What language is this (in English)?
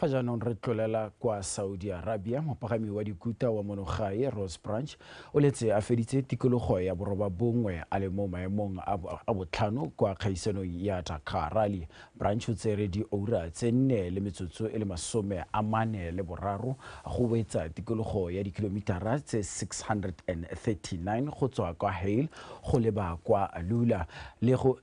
Tswana